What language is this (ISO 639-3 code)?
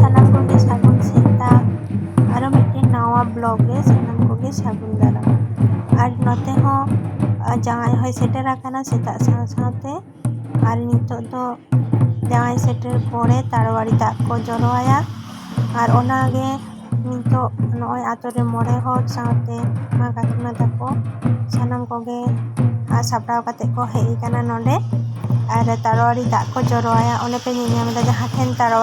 sat